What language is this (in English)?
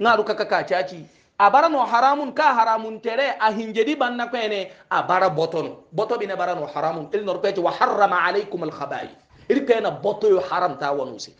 Hausa